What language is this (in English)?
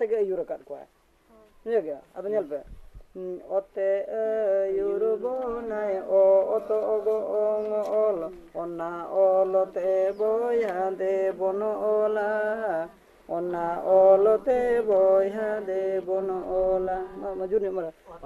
Santali